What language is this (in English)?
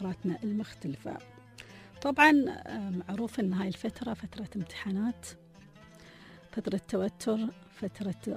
Gulf Arabic